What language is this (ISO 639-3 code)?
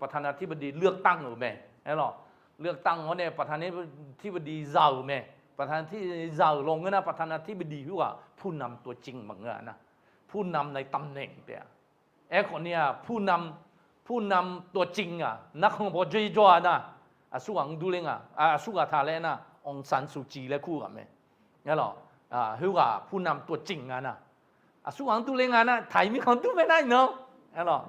ahk